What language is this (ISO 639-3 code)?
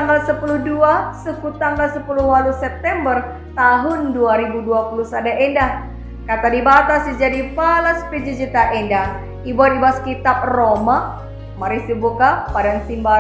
btx